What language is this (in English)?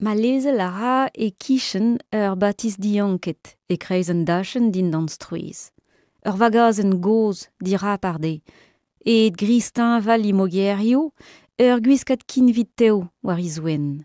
Breton